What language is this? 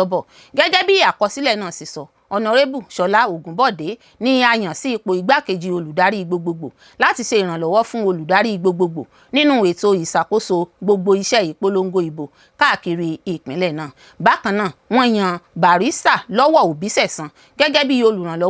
Yoruba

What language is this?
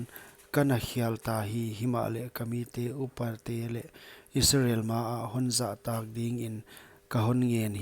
Paite Chin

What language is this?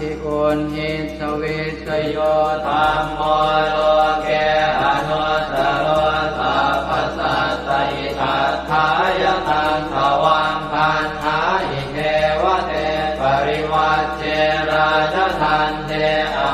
Pali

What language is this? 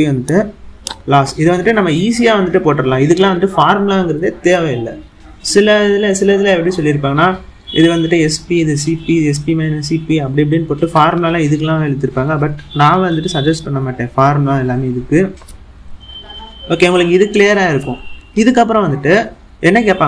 Tamil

